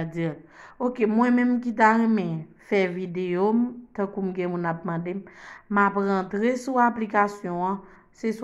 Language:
Haitian Creole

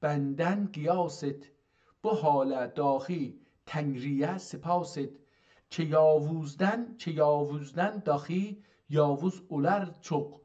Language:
South Azerbaijani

